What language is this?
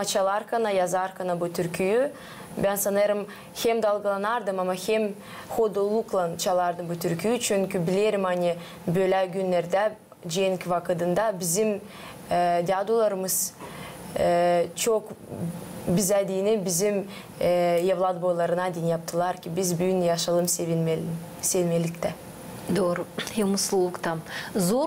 Gagauz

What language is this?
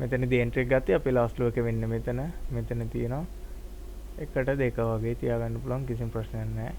Sinhala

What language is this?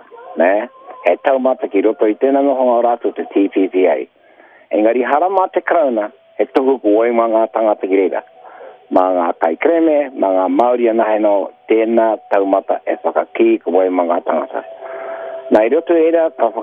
Māori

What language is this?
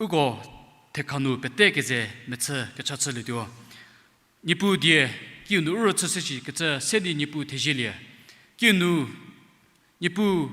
Angami Naga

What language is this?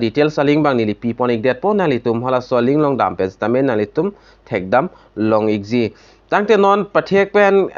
Karbi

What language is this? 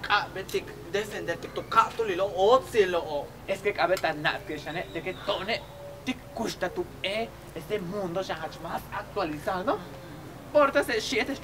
Yucateco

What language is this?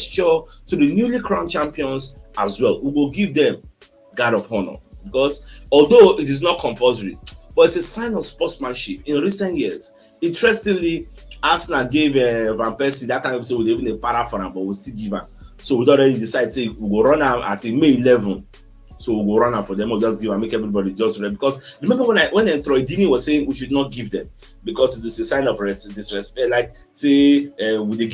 Nigerian Pidgin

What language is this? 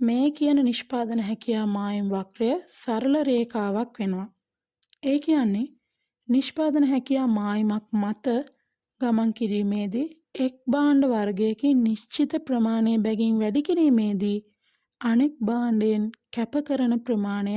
Sinhala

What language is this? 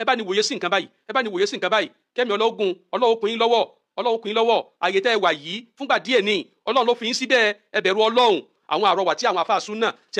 Yoruba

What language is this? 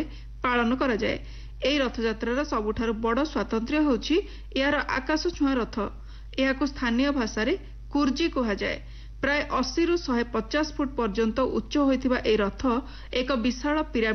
Odia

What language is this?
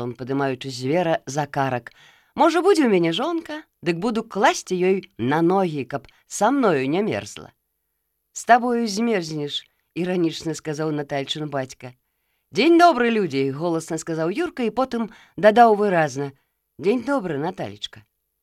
Belarusian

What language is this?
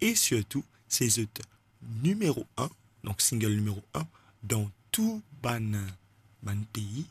Morisyen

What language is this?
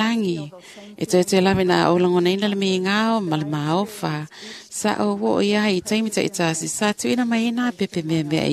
Samoan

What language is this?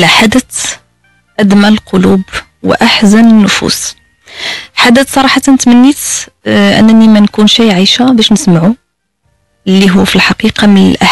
Moroccan Arabic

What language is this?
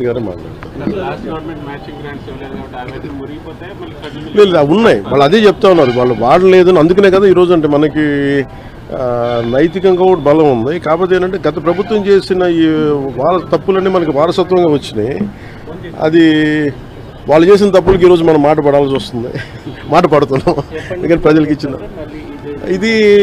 Telugu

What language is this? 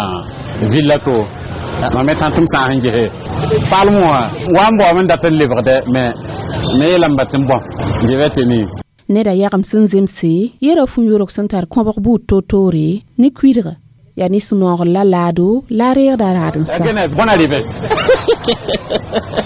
Mossi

